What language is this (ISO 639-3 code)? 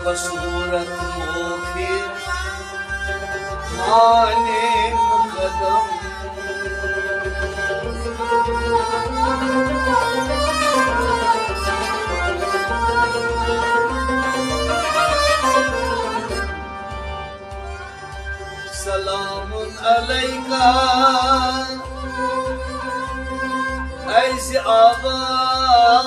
kas